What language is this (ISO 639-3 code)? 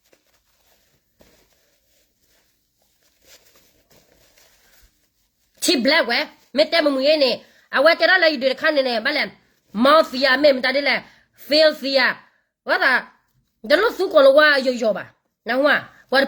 ksw